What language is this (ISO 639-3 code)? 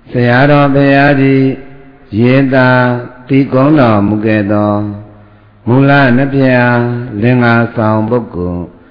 mya